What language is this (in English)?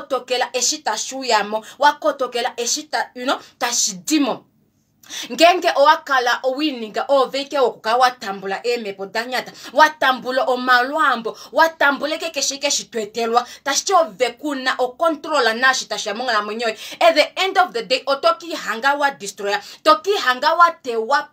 Kuanyama